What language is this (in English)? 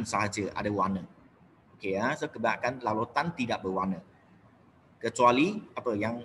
Malay